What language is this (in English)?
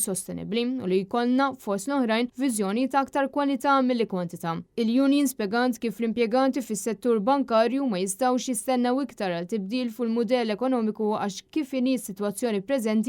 Maltese